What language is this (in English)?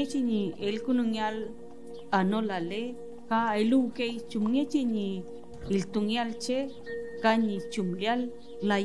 Mapuche